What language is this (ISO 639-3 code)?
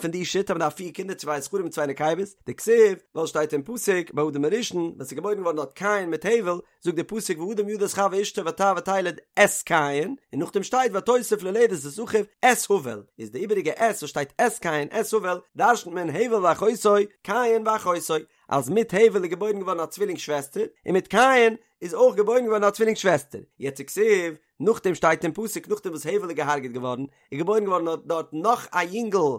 yid